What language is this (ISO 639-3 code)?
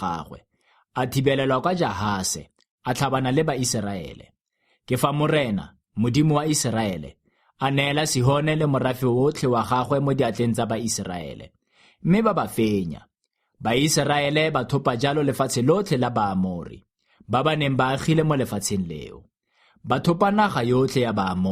tsn